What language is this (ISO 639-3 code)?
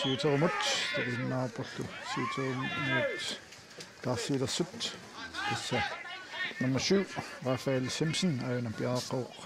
kal